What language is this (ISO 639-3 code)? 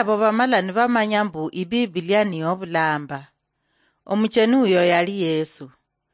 luy